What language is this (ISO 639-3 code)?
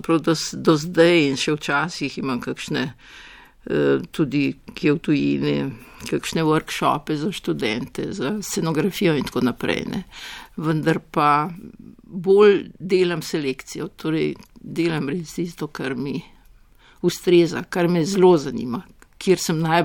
slv